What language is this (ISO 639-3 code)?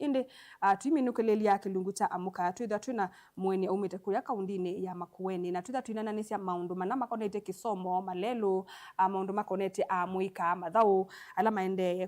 kam